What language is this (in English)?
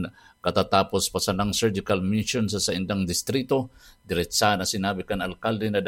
Bikol